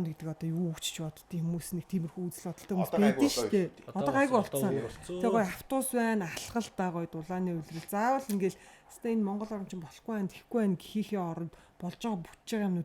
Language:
Mongolian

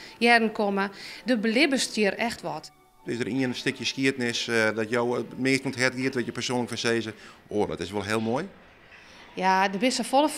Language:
Western Frisian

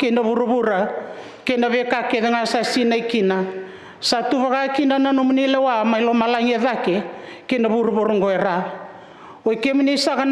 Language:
Fijian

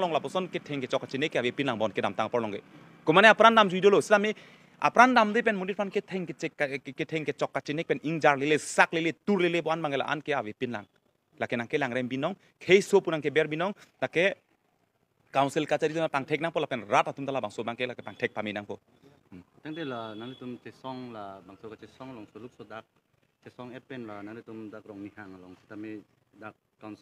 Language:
Karbi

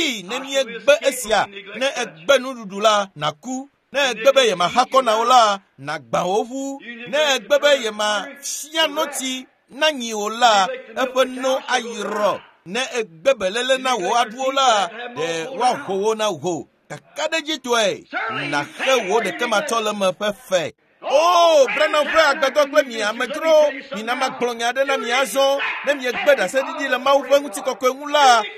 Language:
Ewe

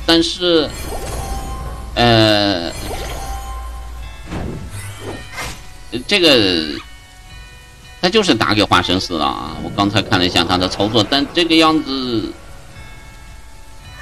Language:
Chinese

